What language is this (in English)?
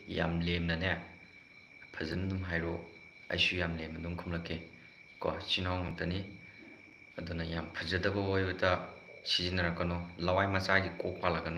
Manipuri